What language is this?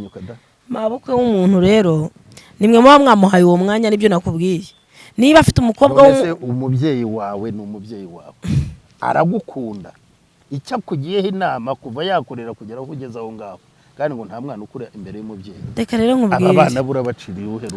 Kinyarwanda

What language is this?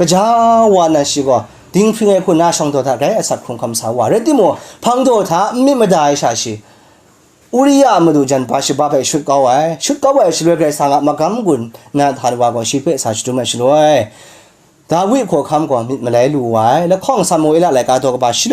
Kachin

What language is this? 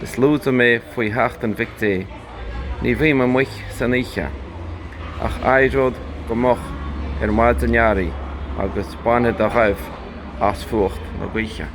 Irish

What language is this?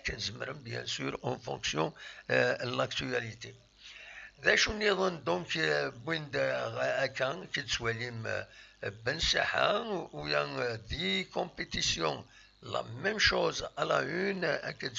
Kabyle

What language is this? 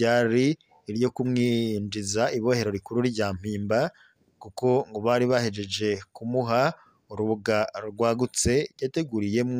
Rundi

